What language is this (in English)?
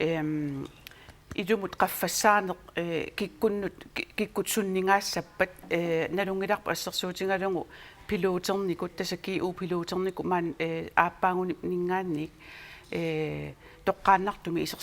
Kalaallisut